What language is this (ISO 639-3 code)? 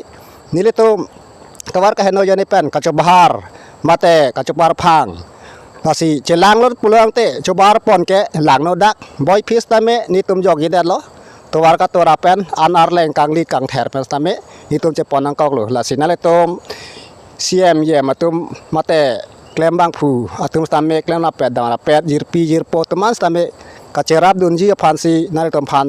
mjw